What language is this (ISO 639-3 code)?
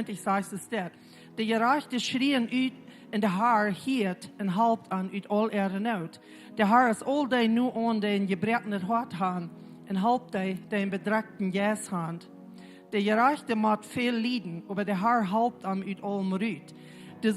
pdt